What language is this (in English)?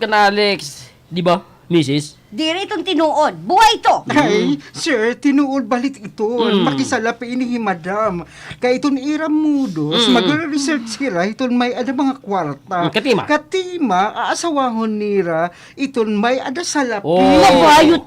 Waray